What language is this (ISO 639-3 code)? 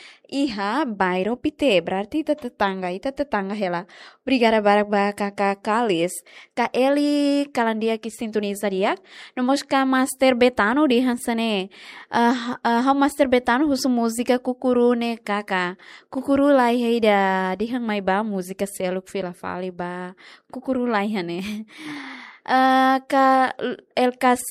tet